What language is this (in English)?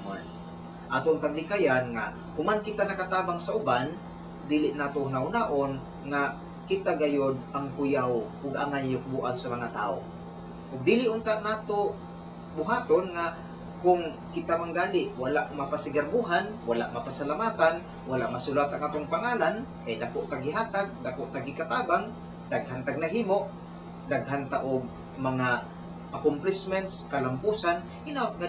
Cebuano